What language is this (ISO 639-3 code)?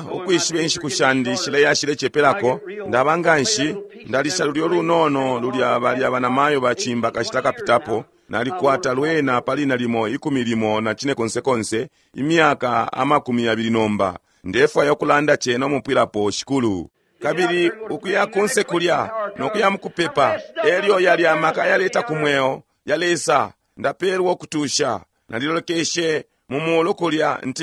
bem